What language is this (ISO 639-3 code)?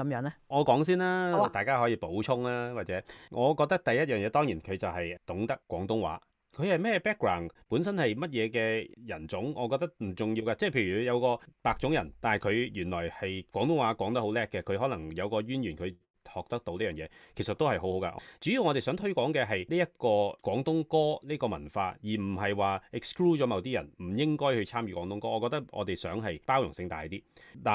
yue